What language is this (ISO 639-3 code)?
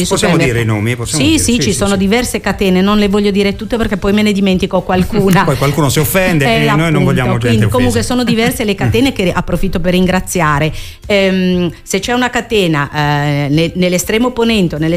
ita